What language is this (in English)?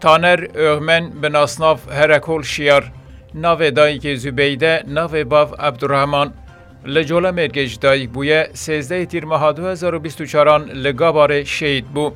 Kurdish